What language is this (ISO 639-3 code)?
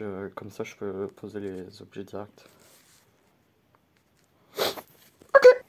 fra